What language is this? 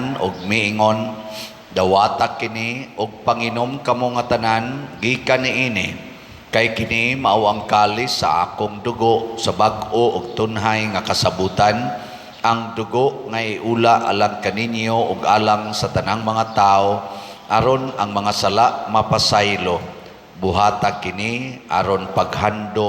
Cebuano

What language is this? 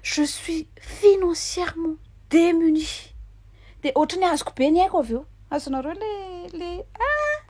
Malagasy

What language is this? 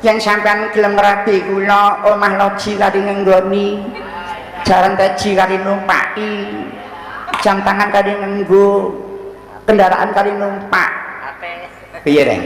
Javanese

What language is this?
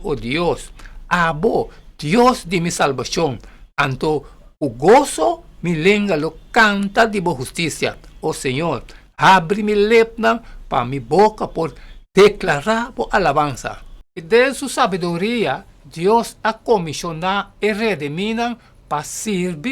Papiamento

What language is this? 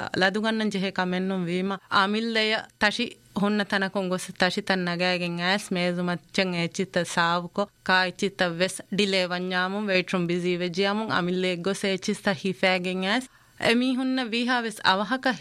Divehi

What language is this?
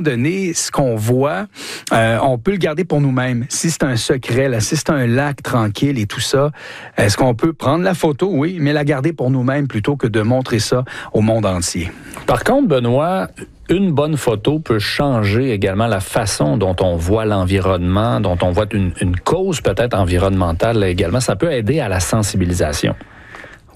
French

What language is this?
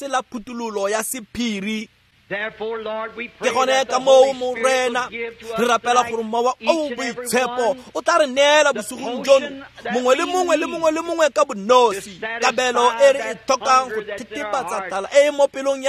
Tswana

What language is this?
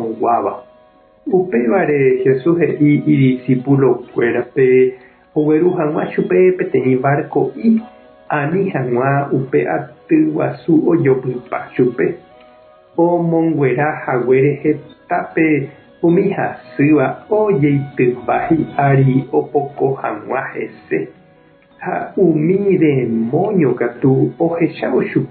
Guarani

